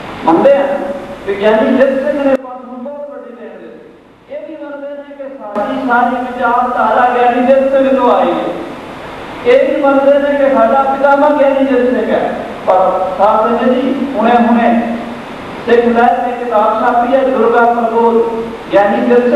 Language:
Punjabi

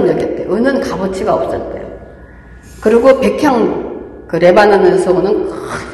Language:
Korean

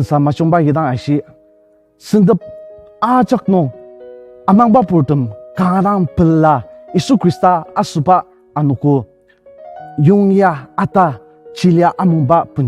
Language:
Ao Naga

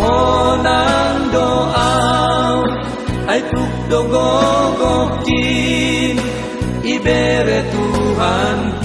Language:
Batak Simalungun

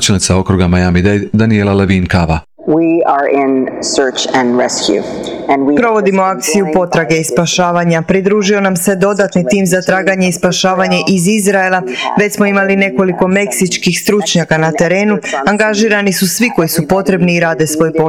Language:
Croatian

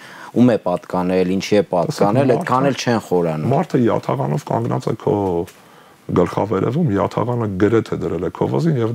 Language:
Armenian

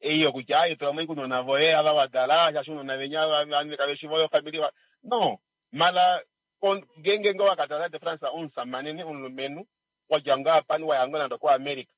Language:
Kuanyama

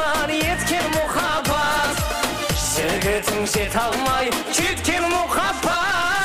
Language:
Kara-Kalpak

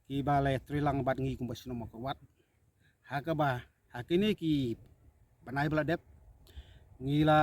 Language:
Khasi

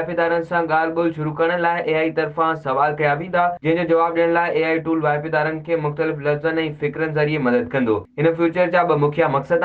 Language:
Sindhi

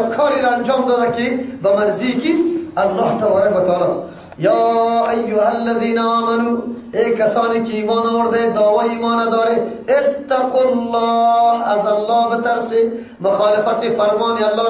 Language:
Persian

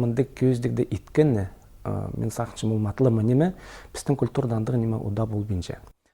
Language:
Khakas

